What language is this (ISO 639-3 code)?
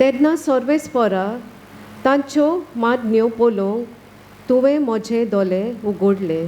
kok